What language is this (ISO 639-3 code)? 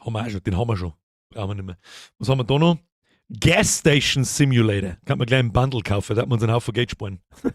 bar